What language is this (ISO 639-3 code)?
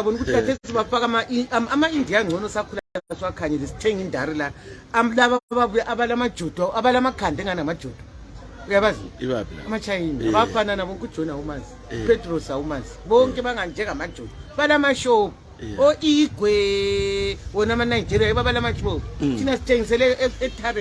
nde